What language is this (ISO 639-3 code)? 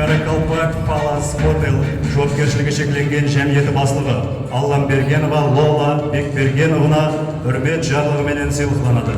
kaa